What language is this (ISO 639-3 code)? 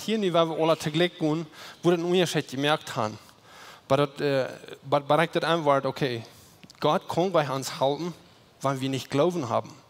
pdt